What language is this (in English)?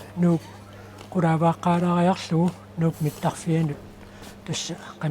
Kalaallisut